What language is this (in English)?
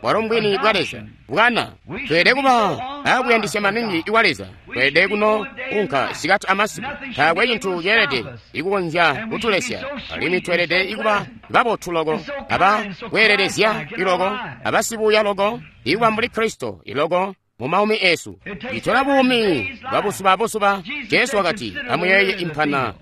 Tonga (Zambia)